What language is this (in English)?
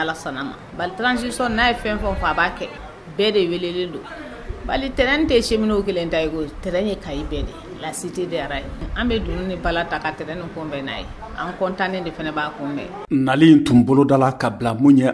Bambara